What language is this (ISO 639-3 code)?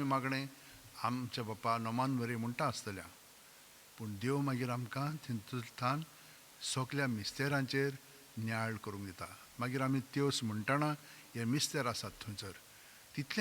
kok